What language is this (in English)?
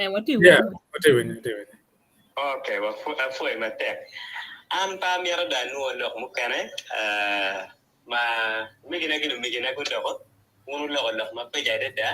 Acoli